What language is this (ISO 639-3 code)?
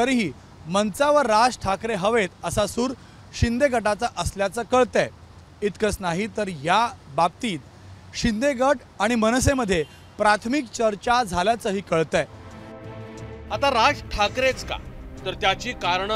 mar